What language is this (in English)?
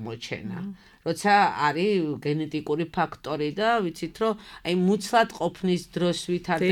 Georgian